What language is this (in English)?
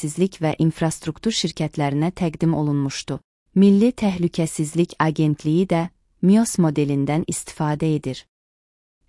Azerbaijani